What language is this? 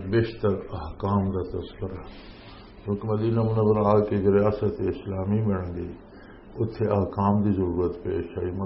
Western Panjabi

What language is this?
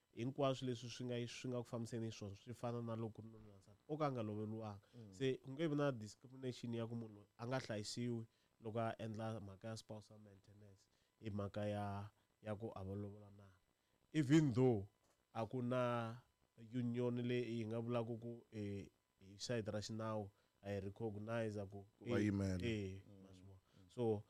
Tsonga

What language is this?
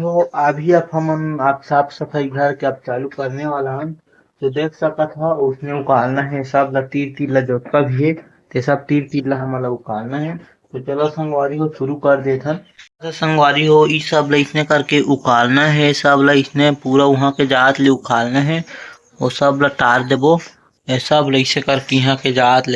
Chhattisgarhi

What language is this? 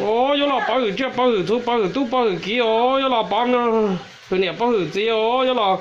Hmong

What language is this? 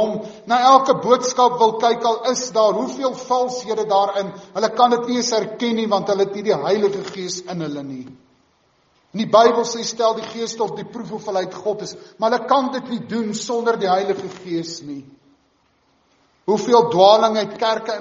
Afrikaans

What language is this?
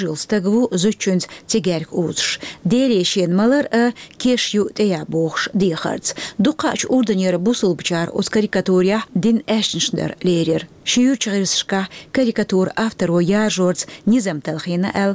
Chechen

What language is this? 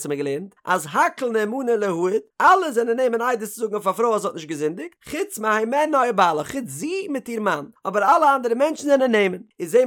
Yiddish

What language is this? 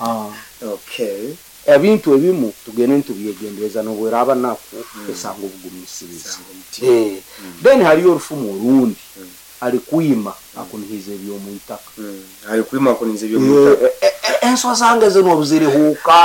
Nyoro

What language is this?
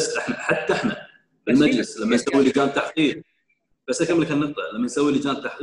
Gulf Arabic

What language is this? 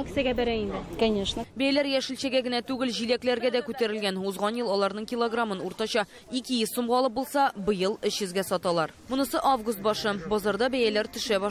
Tatar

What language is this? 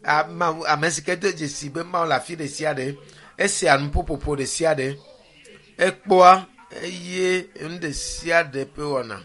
Ewe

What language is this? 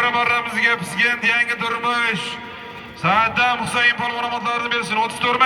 Uzbek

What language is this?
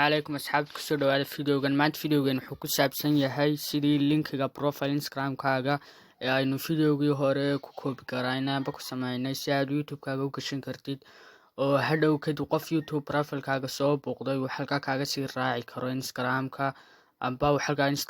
Somali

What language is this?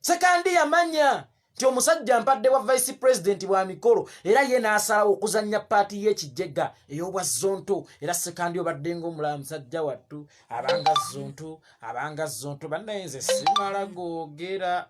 Ganda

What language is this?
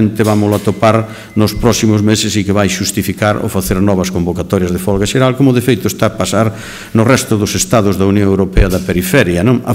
Galician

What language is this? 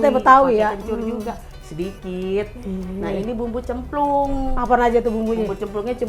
Betawi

